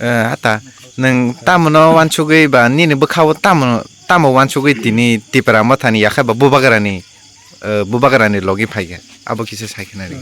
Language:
Kok Borok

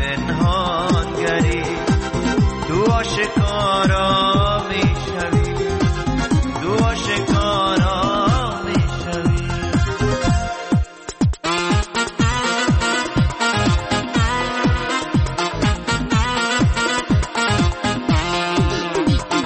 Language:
Persian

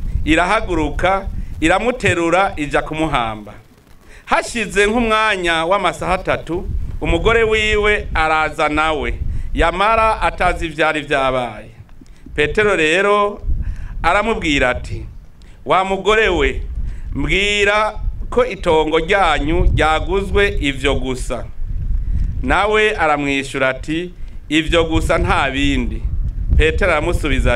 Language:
Rundi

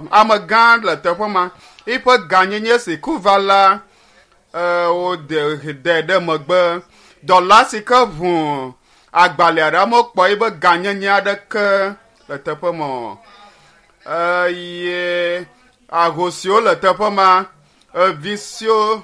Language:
Ewe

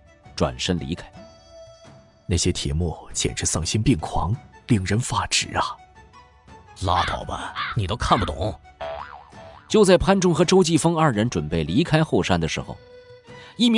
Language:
Chinese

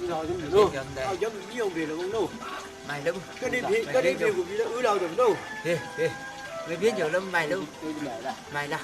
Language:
Chang Naga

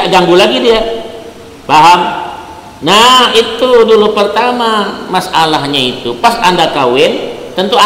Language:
Banjar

